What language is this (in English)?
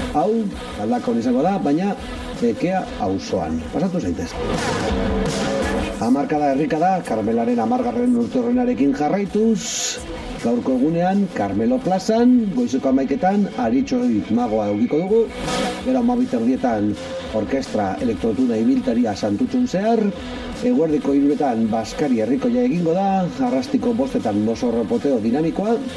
Basque